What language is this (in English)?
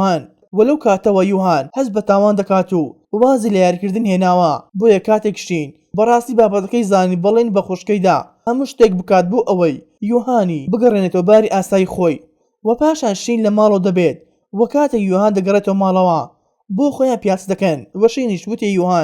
Central Kurdish